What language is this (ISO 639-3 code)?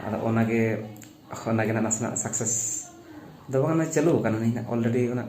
sat